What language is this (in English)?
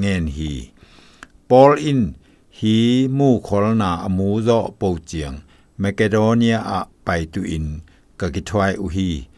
Zou